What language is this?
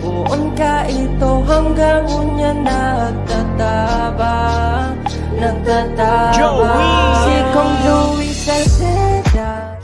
Bikol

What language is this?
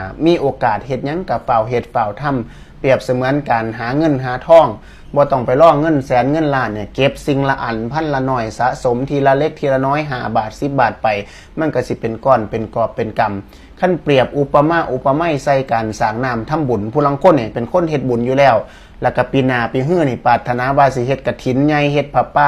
Lao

